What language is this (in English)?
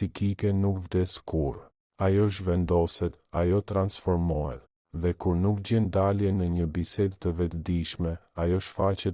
Albanian